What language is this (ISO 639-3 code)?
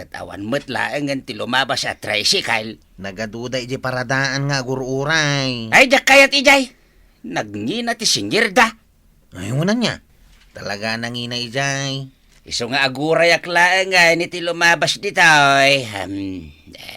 ilo